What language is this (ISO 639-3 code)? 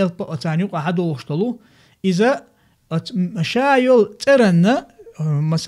che